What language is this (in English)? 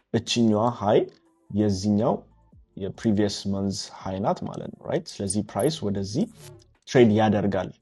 Amharic